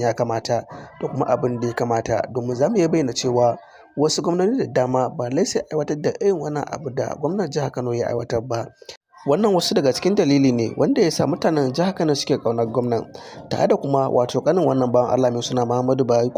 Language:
Hausa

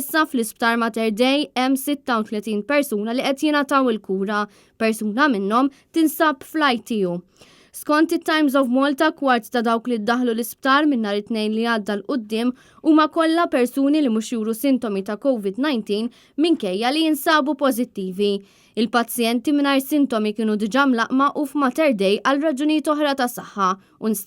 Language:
Maltese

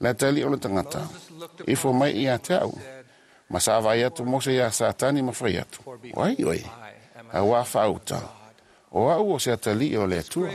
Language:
Samoan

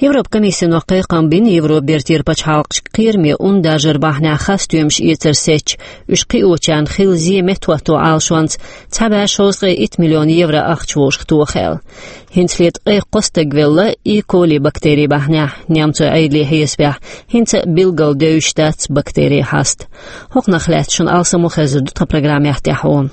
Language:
Chechen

